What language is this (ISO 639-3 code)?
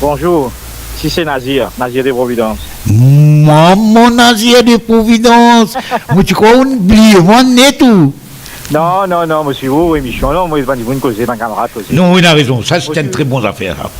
mfe